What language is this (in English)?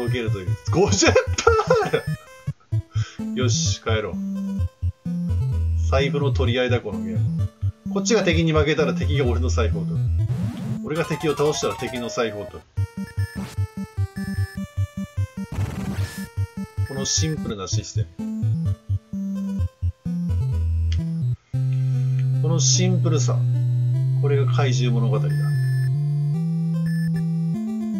Japanese